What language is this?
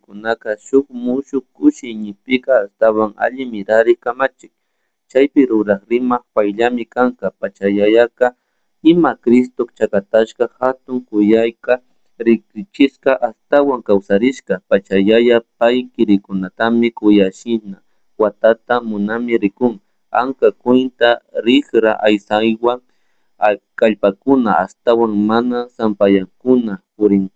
Chimborazo Highland Quichua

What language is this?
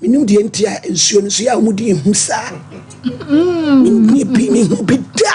Akan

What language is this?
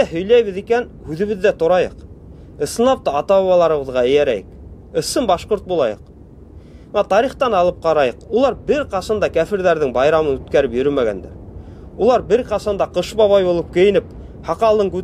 Bashkir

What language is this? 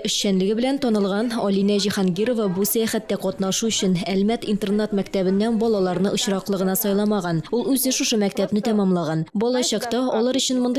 Tatar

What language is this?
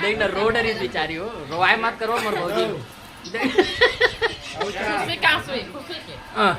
Chhattisgarhi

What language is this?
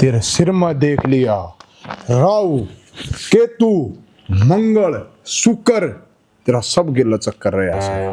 Haryanvi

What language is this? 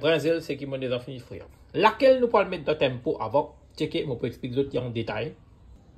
Morisyen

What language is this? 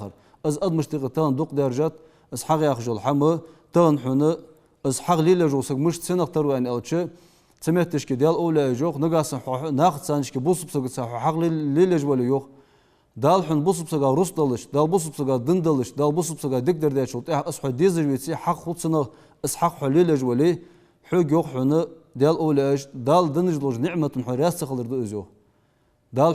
Ingush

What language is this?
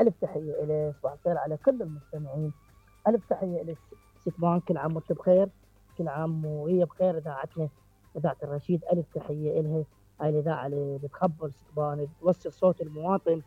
Mesopotamian Arabic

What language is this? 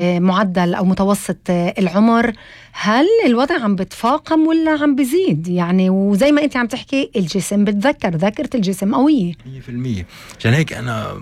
North Levantine Arabic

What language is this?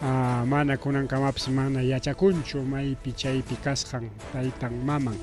Ayacucho Quechua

